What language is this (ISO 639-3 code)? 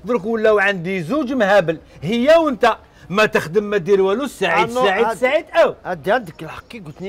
arq